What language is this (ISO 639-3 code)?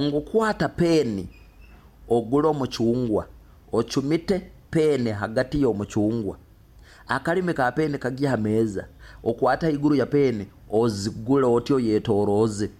nyo